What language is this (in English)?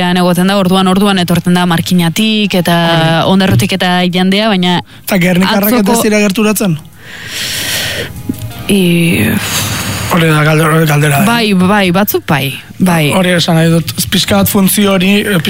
Basque